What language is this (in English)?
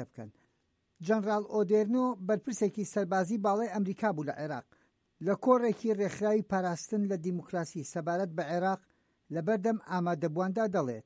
Central Kurdish